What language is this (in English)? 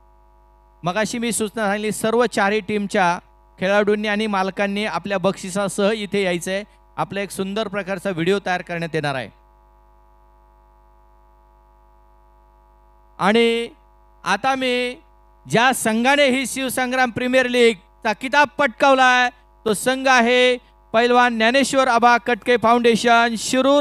Marathi